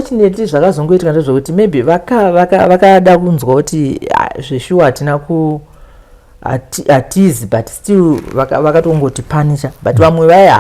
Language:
Shona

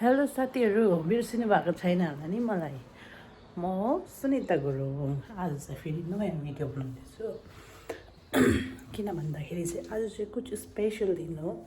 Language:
Nepali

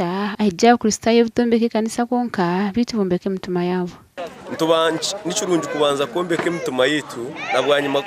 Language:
Nyankole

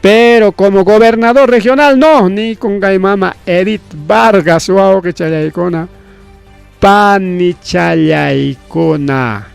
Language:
Ayacucho Quechua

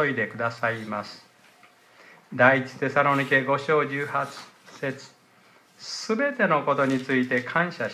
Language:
Japanese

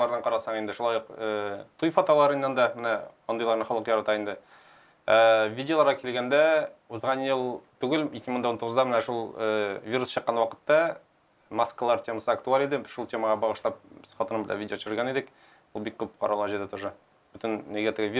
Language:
Tatar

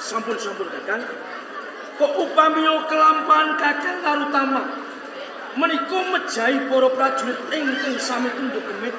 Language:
Javanese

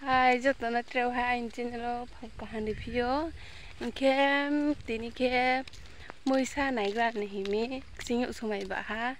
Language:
Riang (India)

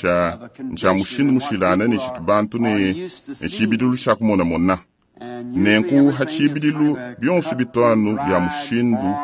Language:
Luba-Lulua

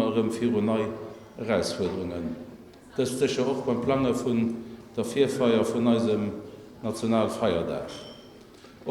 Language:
Luxembourgish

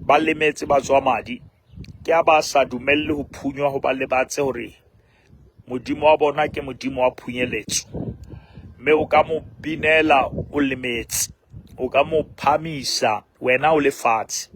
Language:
Southern Sotho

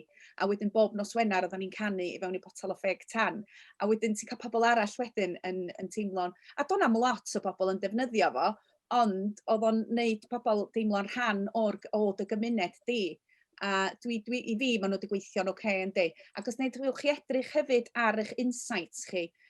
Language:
Welsh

